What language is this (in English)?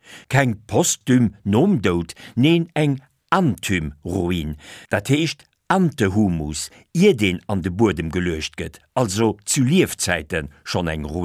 Luxembourgish